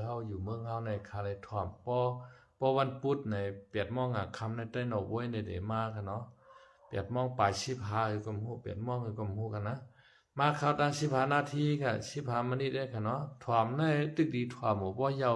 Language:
Shan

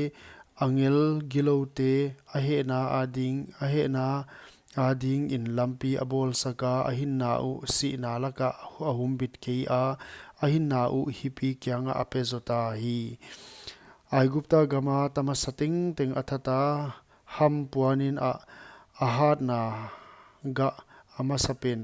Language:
Paite Chin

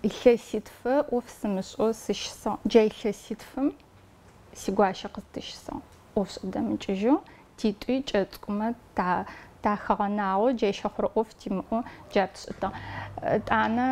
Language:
Adyghe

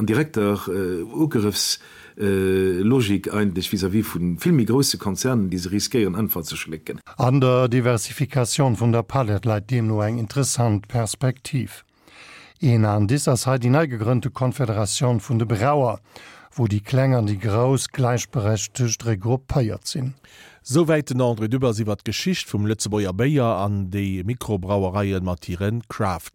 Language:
Luxembourgish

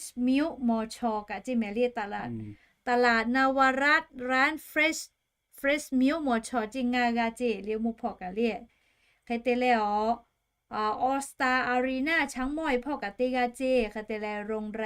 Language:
Lahu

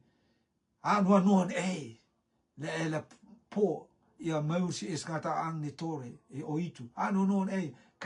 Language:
Rotuman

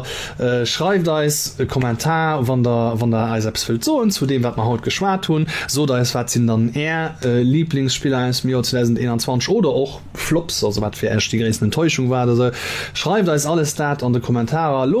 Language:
Luxembourgish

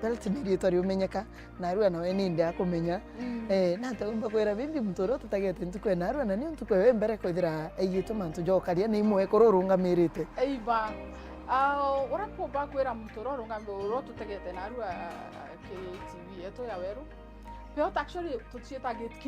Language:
Meru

